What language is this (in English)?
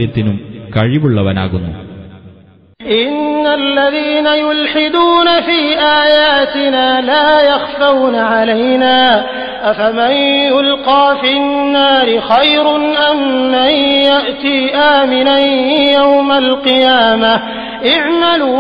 Malayalam